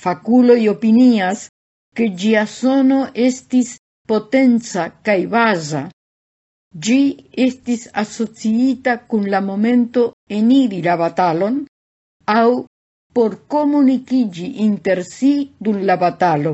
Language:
Esperanto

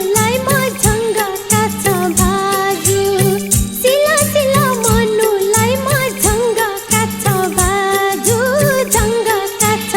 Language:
Newari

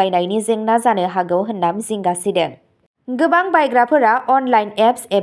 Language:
Bodo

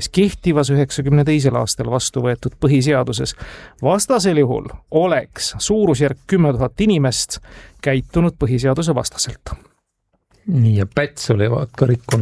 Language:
Estonian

